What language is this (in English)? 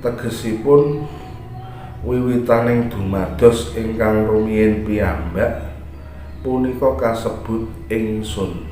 Javanese